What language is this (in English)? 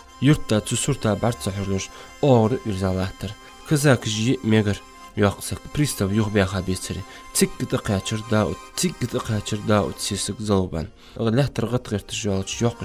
Ingush